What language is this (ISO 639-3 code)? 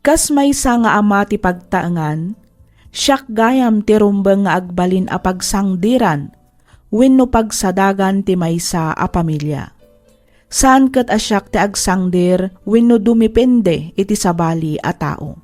ilo